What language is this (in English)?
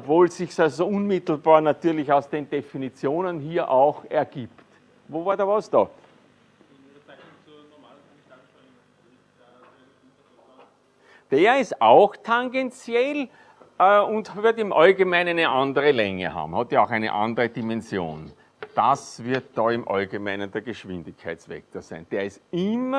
German